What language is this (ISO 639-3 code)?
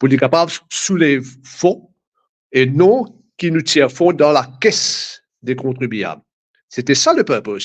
mfe